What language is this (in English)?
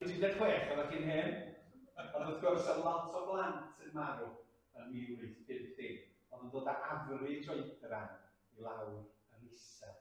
Welsh